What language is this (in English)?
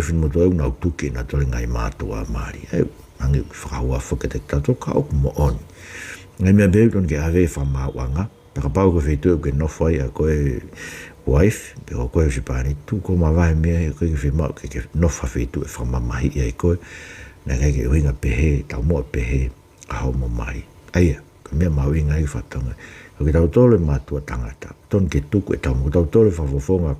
Tongan